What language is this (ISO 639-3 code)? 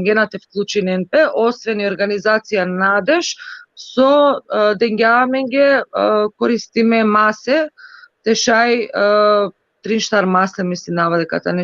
rmn